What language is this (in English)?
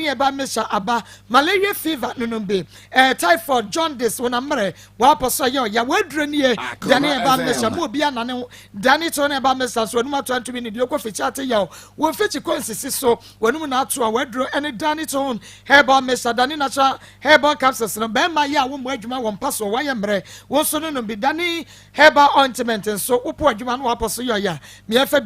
Akan